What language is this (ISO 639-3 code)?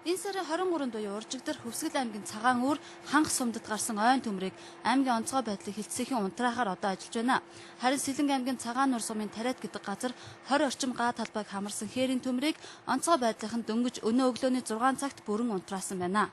mon